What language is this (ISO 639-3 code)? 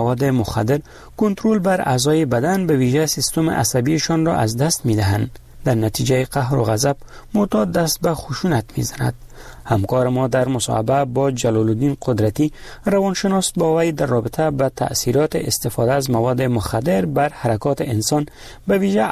fas